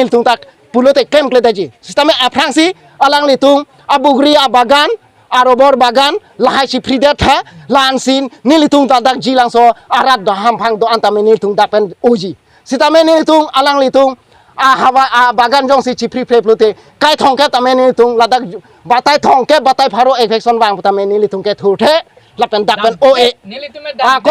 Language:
Karbi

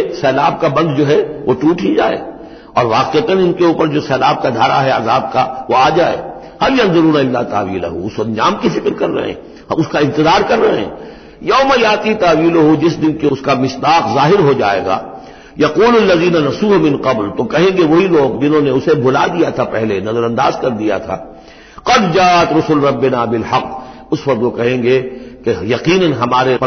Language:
Urdu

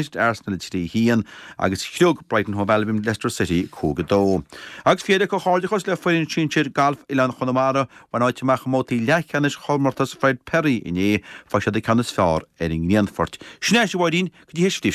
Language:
Irish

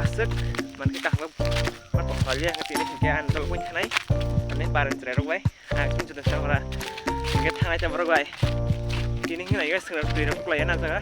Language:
Kok Borok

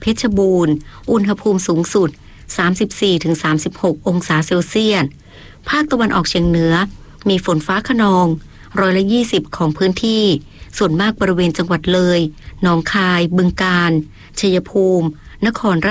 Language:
Thai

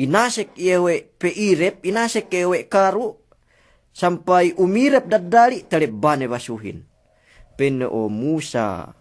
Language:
Yakan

